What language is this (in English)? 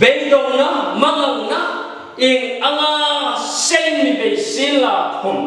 Hmar